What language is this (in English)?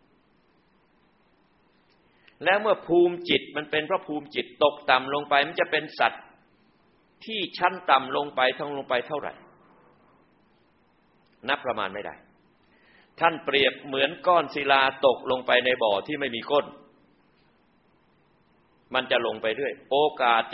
Thai